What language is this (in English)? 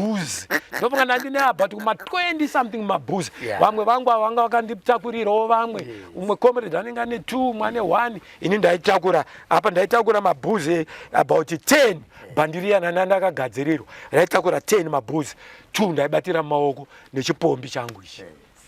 Shona